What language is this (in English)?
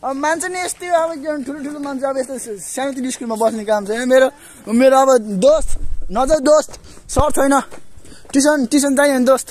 Nepali